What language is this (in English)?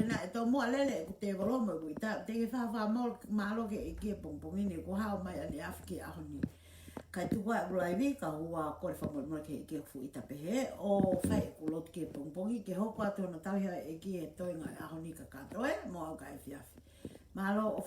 Tongan